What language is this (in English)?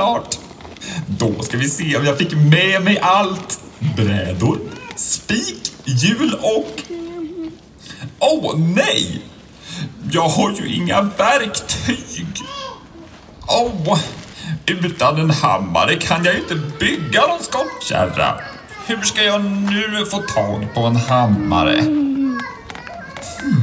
Swedish